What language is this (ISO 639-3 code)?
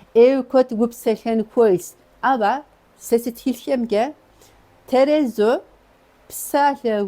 kbd